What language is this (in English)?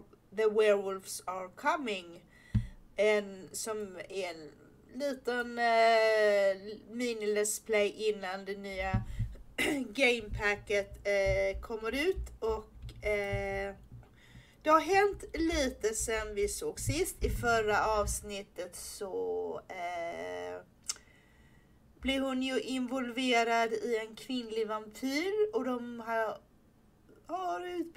Swedish